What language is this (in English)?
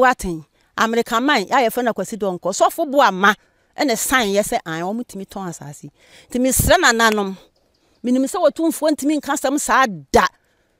Akan